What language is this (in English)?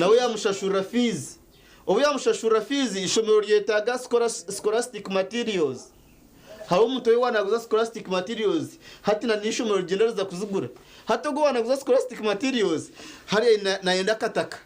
Nyankole